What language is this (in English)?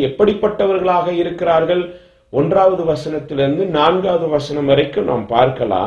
Tamil